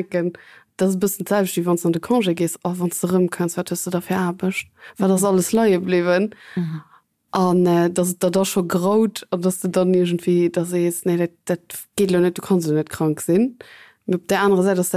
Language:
Luxembourgish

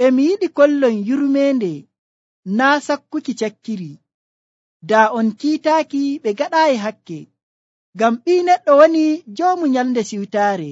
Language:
Nigerian Fulfulde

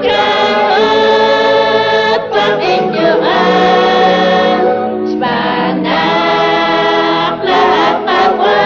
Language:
Kekchí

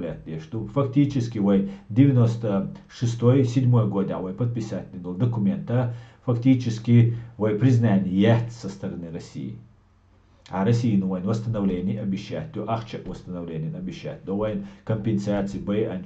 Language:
Chechen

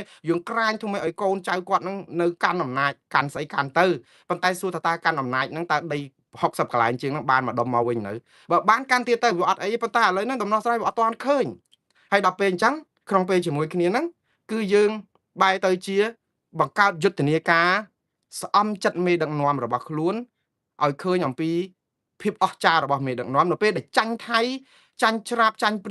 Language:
Khmer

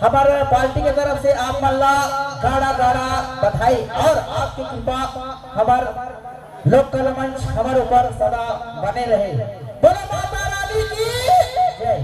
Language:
Chhattisgarhi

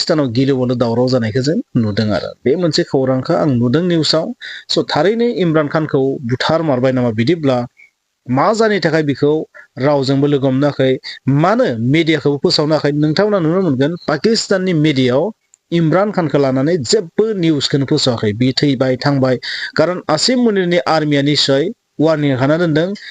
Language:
Bodo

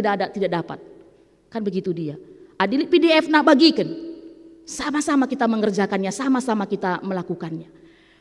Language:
Batak Karo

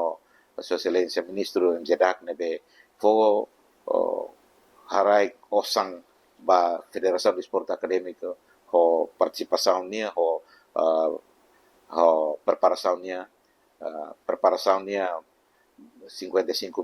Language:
Tetum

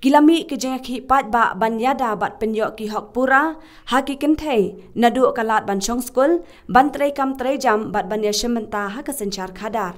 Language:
Khasi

